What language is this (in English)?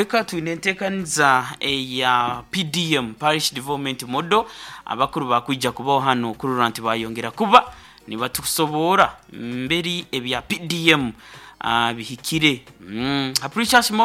Nyoro